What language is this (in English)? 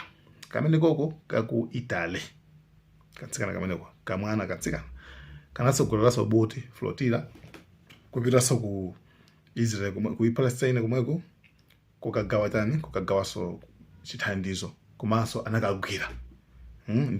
Nyanja